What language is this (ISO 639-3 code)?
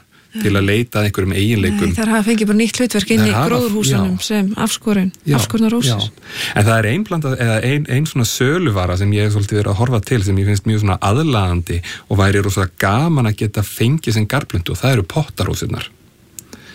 isl